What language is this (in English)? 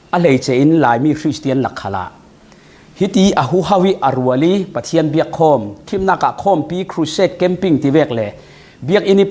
Falam Chin